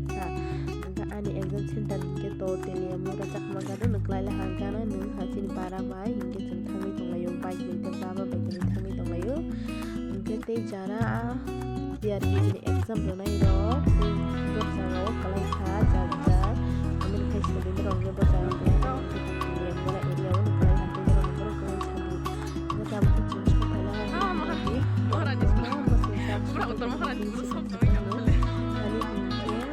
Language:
Kok Borok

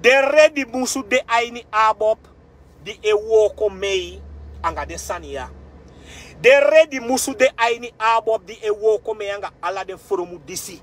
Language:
Sranan Tongo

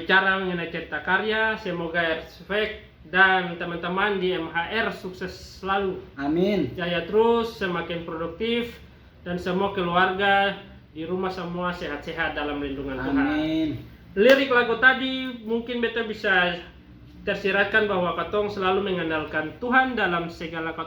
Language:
Ambonese Malay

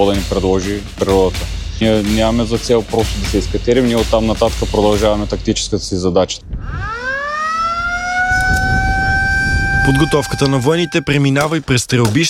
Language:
Bulgarian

